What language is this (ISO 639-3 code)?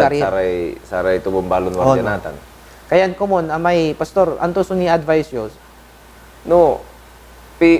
pag